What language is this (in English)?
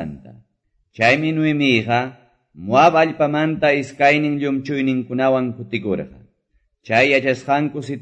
Quechua